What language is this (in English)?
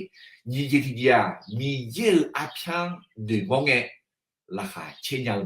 Akha